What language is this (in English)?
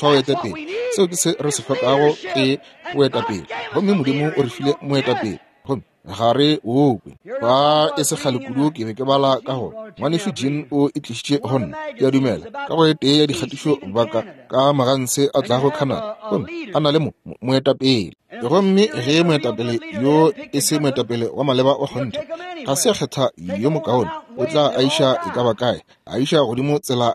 Northern Sotho